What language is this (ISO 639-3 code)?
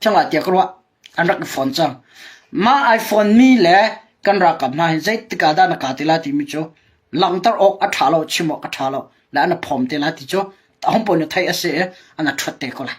cnh